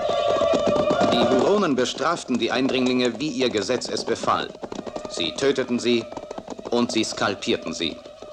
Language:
German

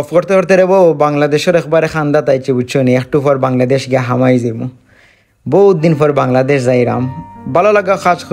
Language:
Sylheti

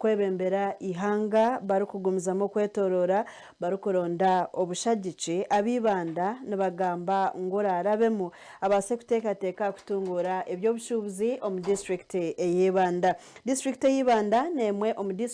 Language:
Nyankole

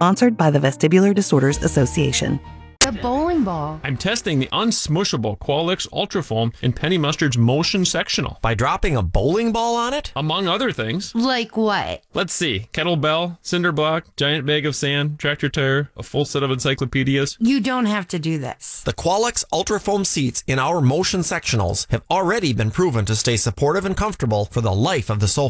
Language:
English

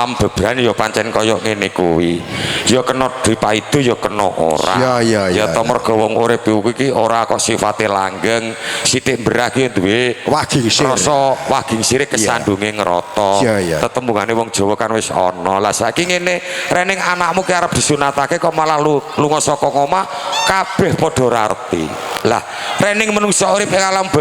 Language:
Javanese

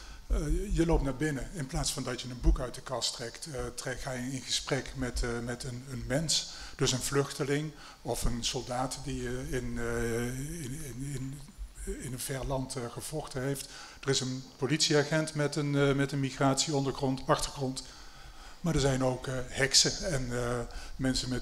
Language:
Dutch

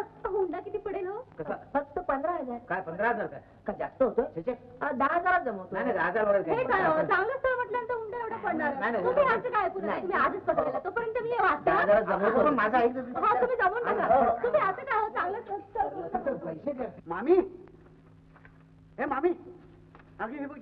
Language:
Marathi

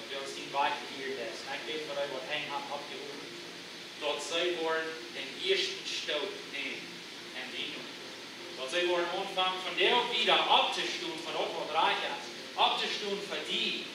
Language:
Plautdietsch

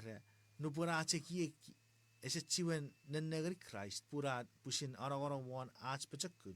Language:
Chuukese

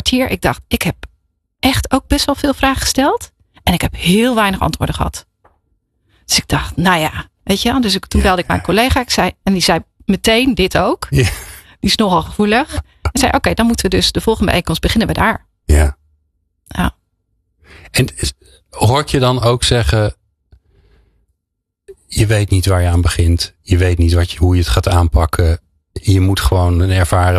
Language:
Dutch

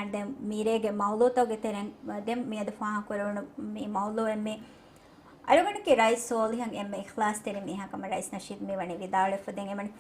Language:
Divehi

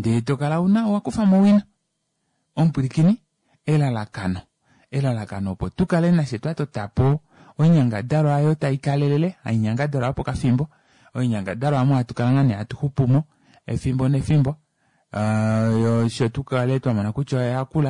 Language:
Kuanyama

